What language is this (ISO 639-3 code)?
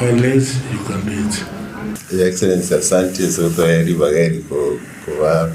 guz